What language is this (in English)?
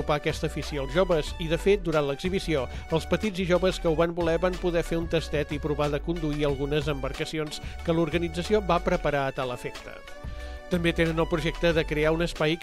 Catalan